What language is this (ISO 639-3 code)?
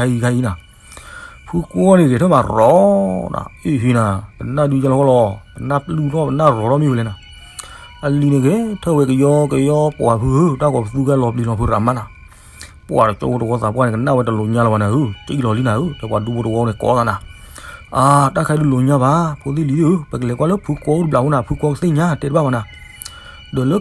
ksw